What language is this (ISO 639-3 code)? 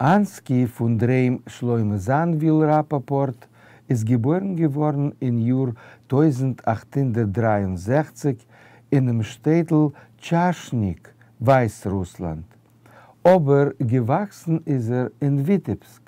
yid